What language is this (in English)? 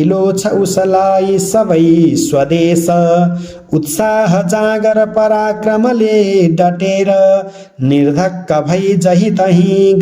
Nepali